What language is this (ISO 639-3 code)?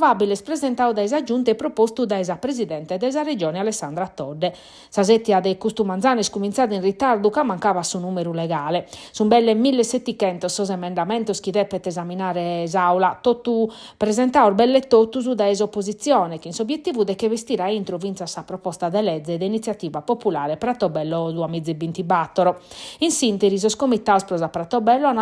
srd